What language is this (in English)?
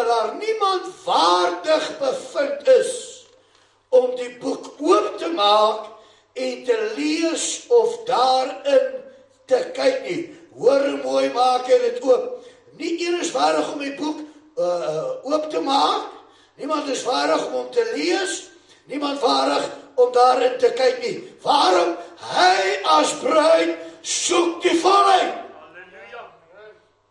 Afrikaans